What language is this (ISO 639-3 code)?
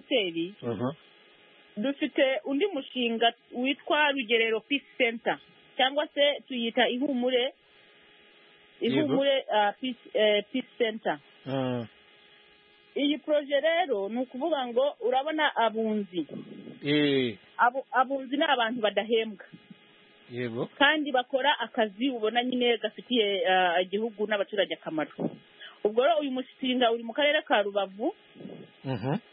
kin